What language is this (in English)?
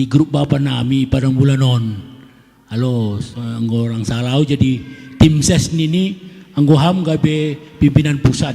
Batak Simalungun